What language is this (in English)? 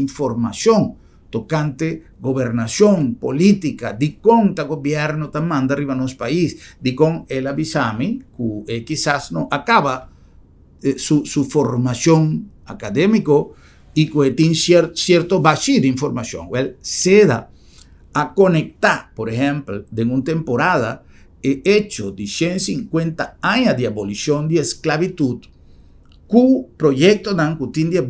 Papiamento